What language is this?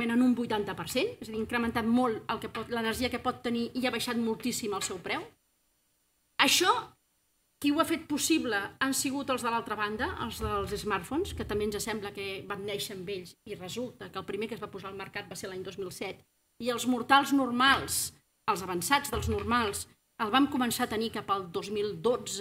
Catalan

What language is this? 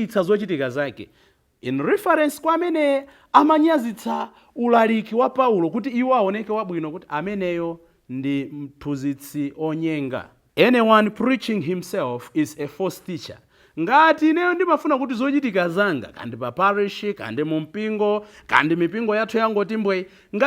Nyanja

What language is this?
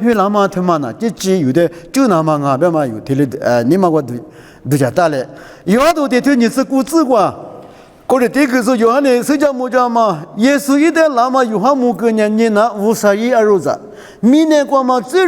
Lisu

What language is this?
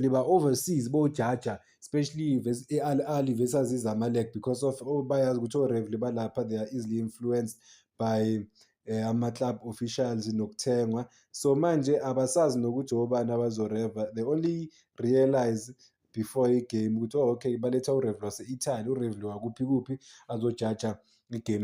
Zulu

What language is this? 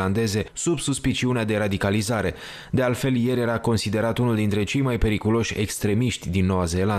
Romanian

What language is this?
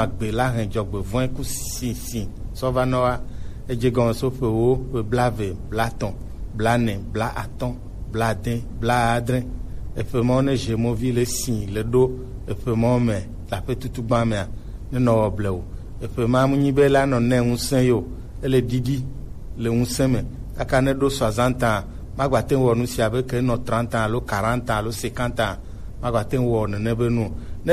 Gen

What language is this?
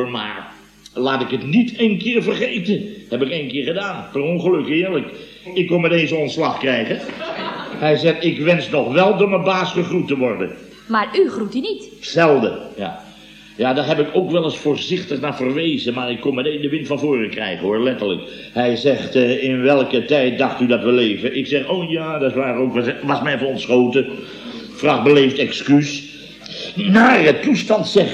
Dutch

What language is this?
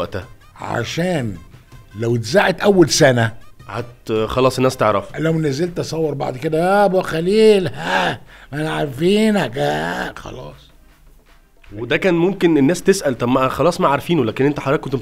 Egyptian Arabic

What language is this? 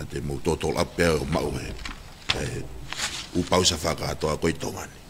Tongan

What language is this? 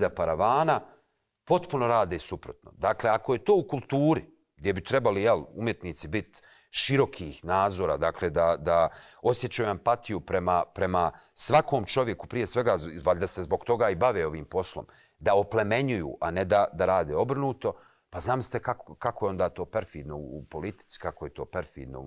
Bosnian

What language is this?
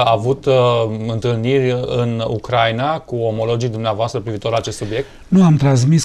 Romanian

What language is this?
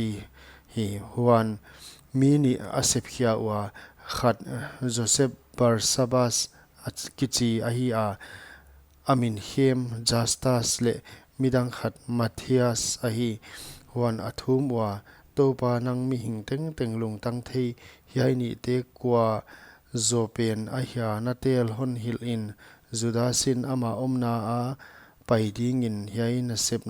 Paite Chin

